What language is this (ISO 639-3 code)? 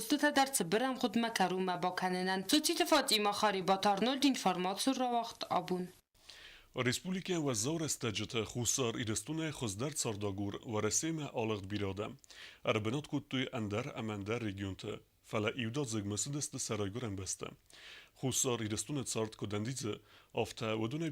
oss